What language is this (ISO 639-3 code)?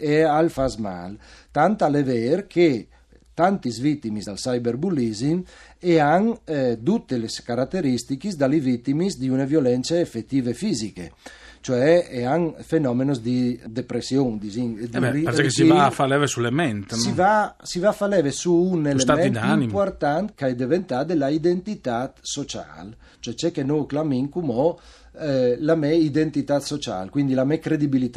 fur